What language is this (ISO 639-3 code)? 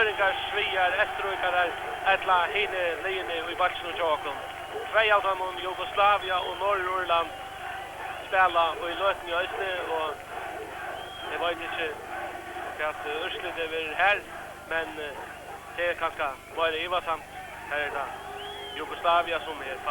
fao